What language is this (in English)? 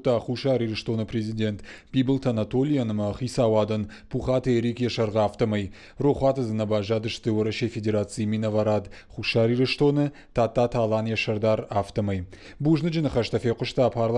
Ossetic